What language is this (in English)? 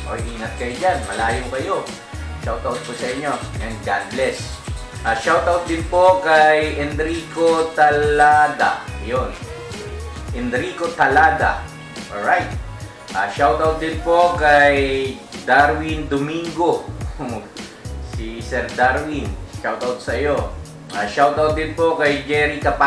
Filipino